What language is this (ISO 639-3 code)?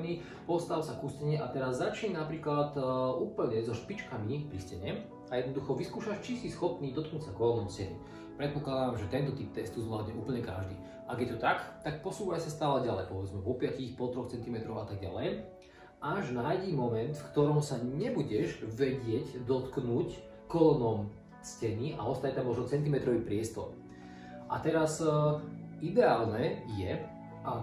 slk